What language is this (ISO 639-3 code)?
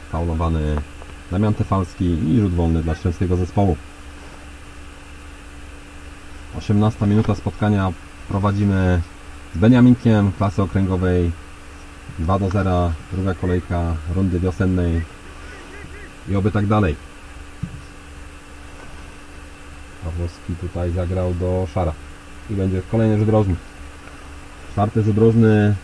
pol